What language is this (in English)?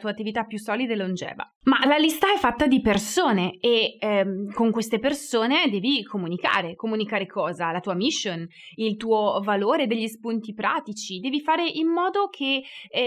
Italian